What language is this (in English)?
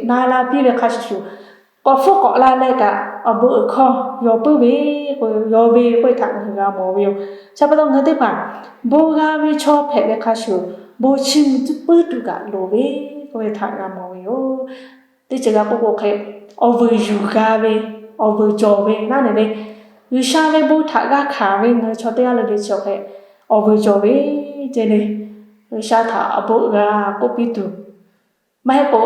Lahu